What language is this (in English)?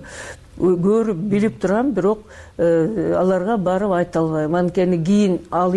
Kyrgyz